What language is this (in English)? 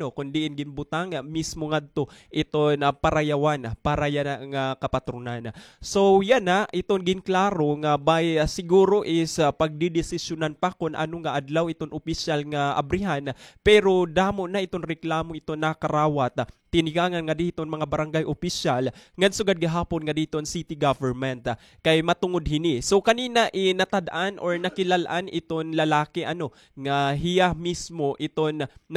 Waray